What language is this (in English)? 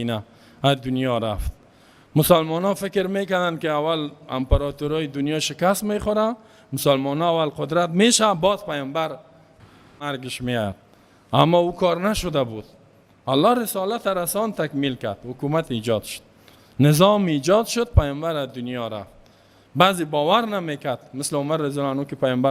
Persian